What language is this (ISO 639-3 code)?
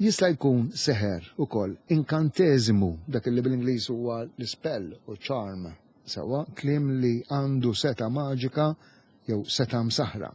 mlt